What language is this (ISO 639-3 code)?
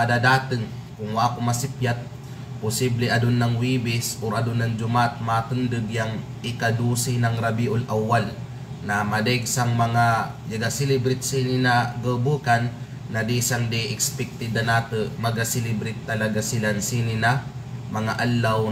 kqe